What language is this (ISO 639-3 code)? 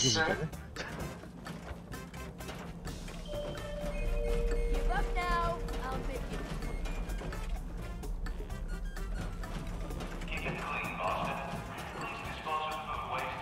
kor